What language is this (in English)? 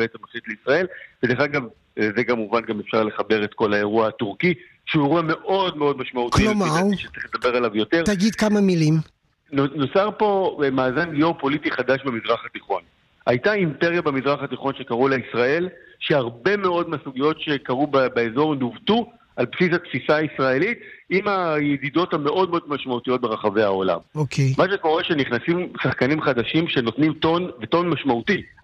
Hebrew